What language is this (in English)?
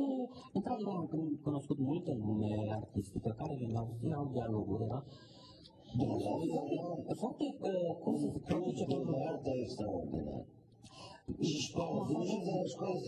Romanian